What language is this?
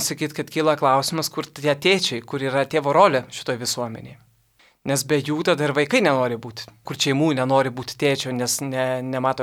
Lithuanian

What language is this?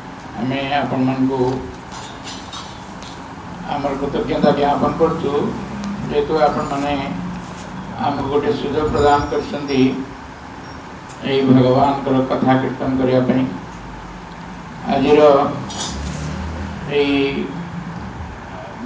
Odia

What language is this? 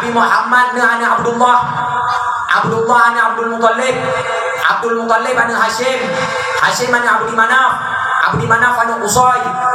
Achinese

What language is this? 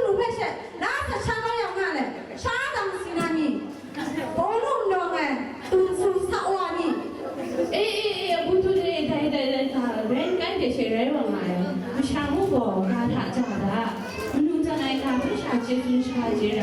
Kachin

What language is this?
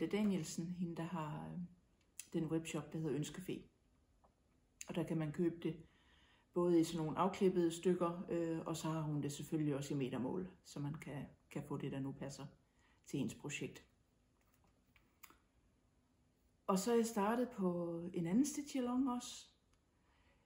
Danish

